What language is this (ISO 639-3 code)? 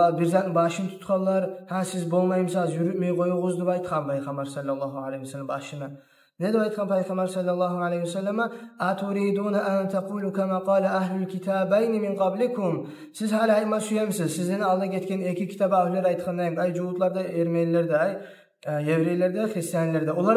kum